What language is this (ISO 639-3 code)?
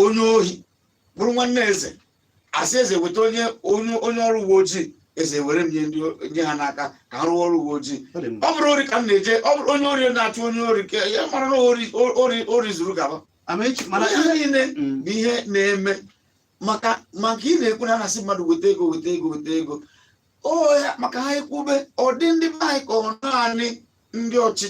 ibo